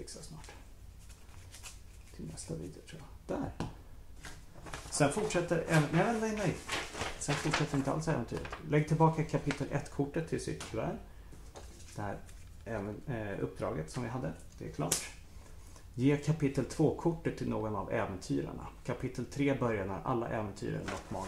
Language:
Swedish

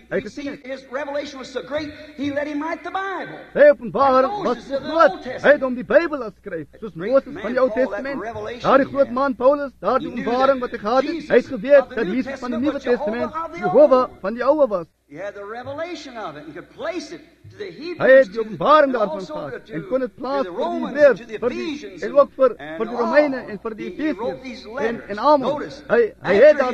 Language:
Afrikaans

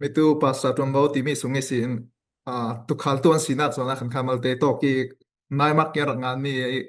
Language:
Falam Chin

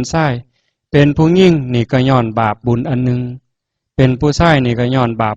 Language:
Northeastern Thai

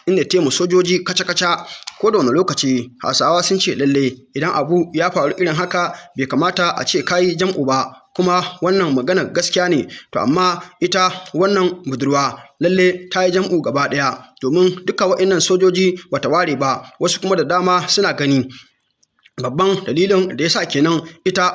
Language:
Hausa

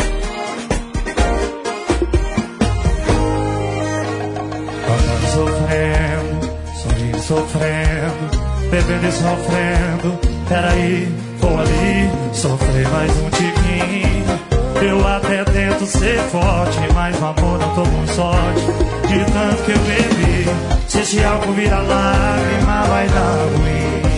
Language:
Portuguese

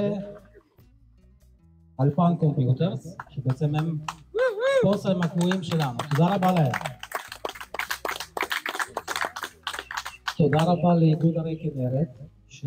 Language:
Hebrew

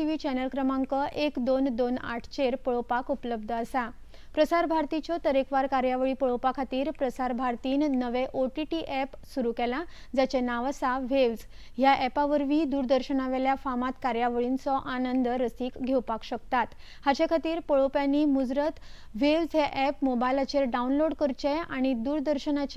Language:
Konkani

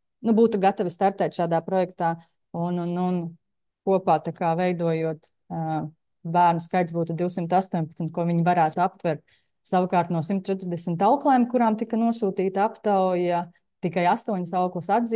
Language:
Latvian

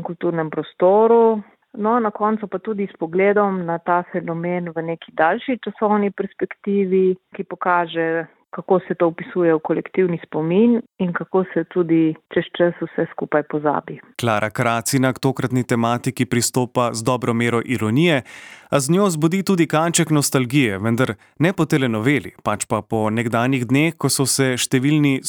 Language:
Slovenian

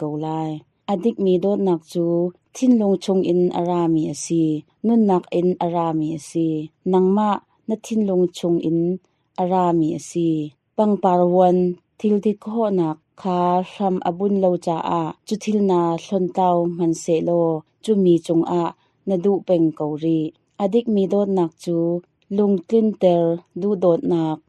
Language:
Hakha Chin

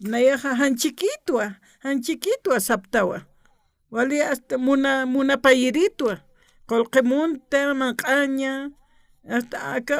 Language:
Aymara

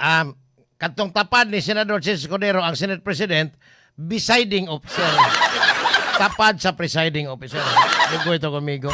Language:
Cebuano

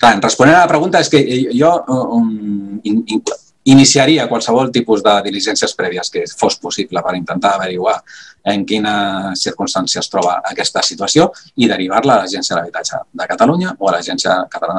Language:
Catalan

